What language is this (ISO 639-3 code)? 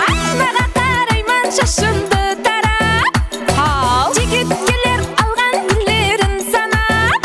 kaa